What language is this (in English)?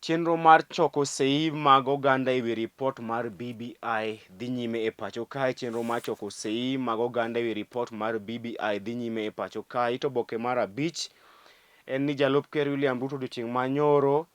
Luo (Kenya and Tanzania)